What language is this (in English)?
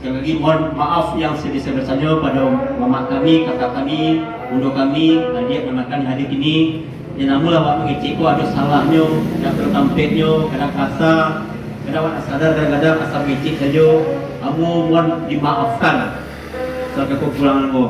Minangkabau